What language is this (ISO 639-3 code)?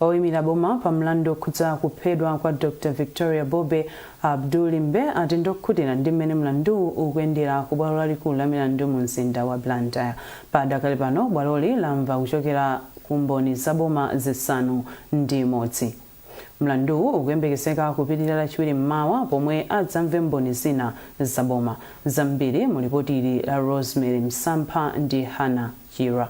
nya